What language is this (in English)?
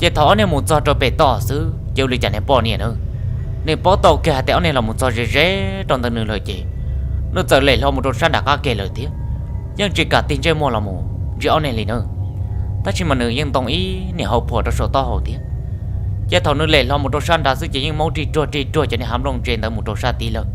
Hmong